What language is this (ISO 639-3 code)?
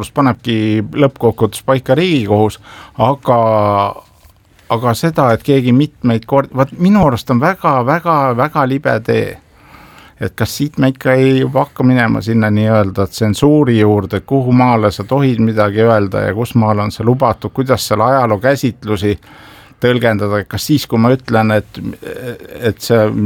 est